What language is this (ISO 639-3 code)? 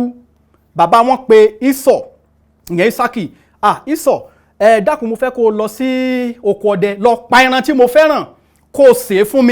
yor